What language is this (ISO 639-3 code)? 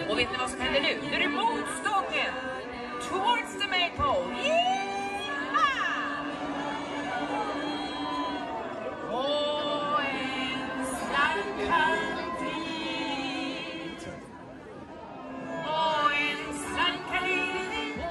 swe